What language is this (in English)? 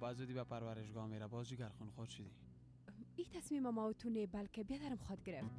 Persian